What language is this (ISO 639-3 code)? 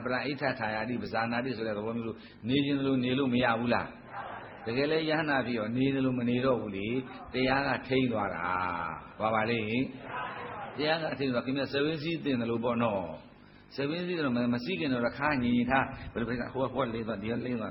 mya